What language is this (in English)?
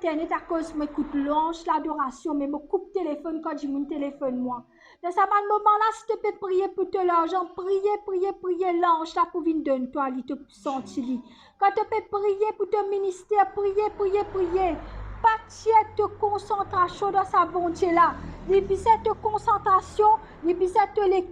Morisyen